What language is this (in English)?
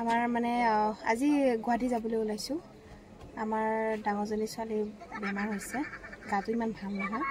Assamese